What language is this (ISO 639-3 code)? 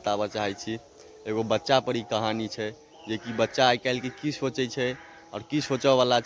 mai